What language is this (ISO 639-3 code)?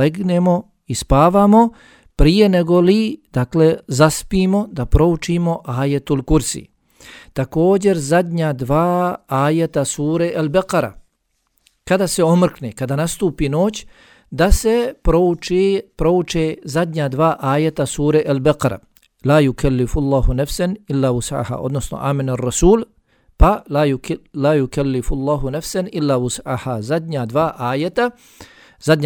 bos